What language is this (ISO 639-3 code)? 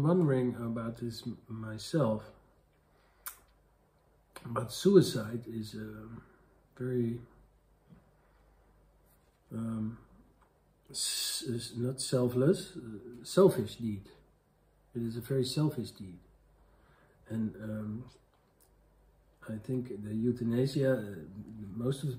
eng